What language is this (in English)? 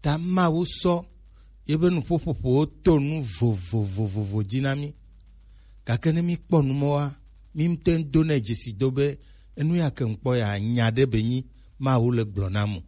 Gen